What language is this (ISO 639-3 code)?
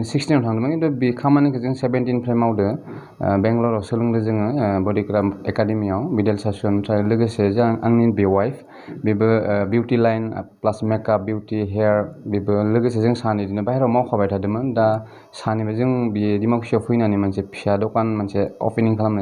brx